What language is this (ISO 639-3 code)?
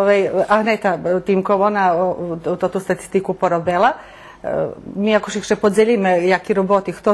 rue